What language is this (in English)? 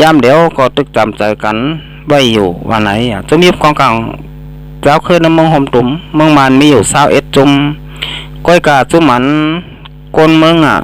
Shan